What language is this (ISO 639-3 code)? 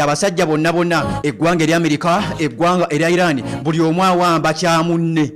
lug